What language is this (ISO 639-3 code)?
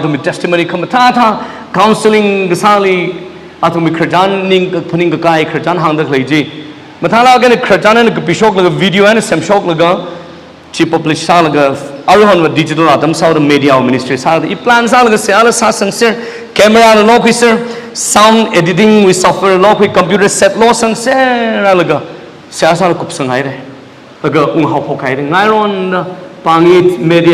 nmf